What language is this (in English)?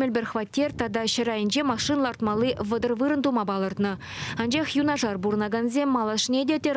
Chuvash